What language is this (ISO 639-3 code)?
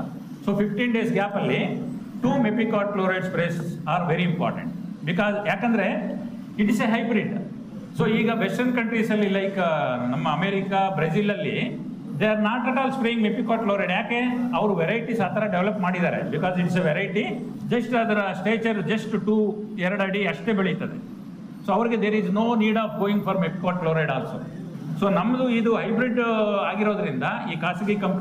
kan